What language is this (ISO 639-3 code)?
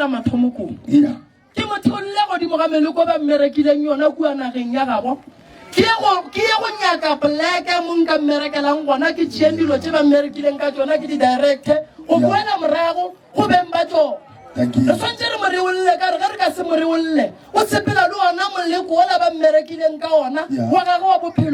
nso